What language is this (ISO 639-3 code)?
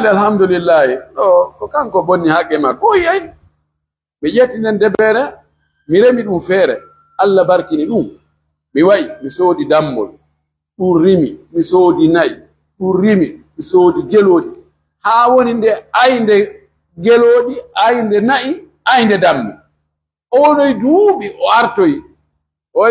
fuf